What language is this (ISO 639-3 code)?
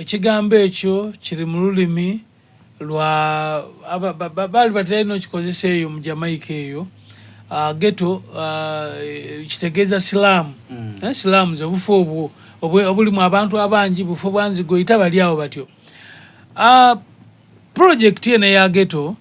xog